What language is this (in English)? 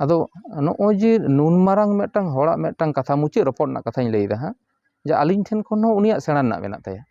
Santali